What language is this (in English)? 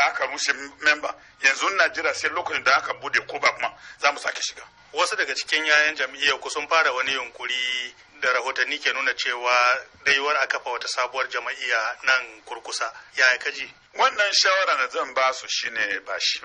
Hausa